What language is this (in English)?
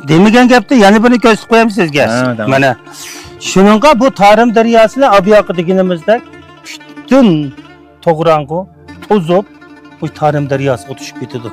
Uyghur